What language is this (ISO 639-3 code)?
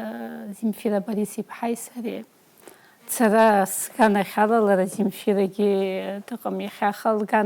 abk